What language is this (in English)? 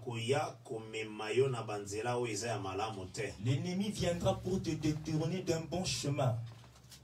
French